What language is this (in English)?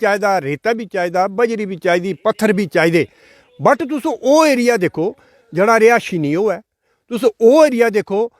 Dogri